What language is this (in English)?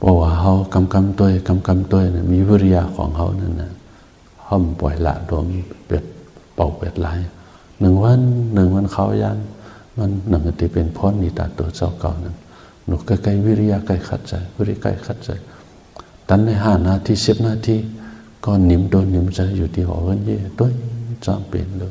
Shan